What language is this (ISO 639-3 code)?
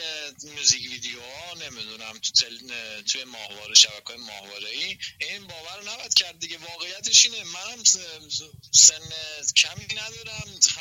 fas